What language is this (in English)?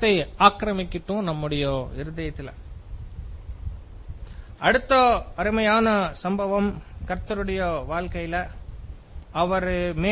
Tamil